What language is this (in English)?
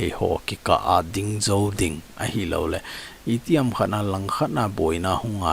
Thado Chin